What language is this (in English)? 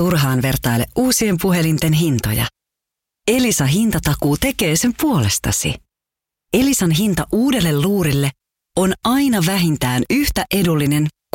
Finnish